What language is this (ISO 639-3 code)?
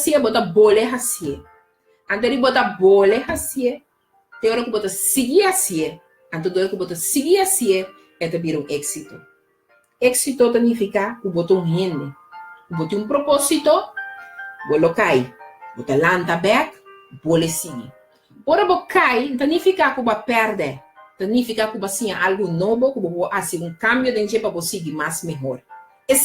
pap